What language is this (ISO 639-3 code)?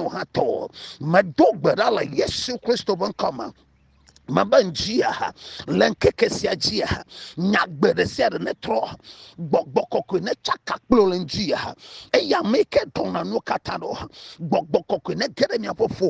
ewe